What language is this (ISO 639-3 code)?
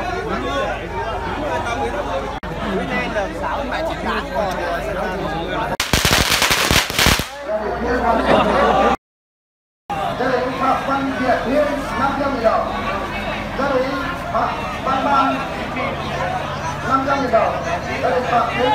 vie